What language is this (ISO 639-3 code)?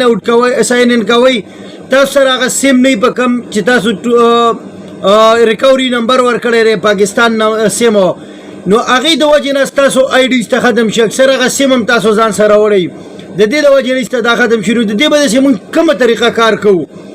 pus